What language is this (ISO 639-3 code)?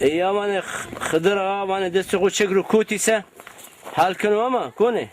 zza